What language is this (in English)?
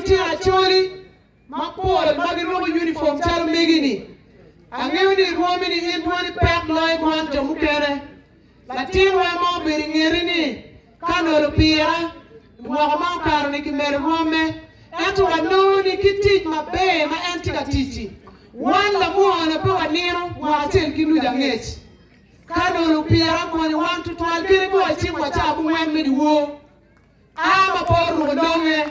Acoli